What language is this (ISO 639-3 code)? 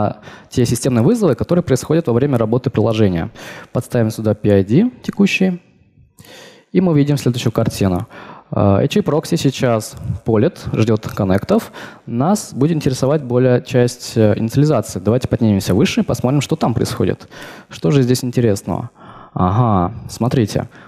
rus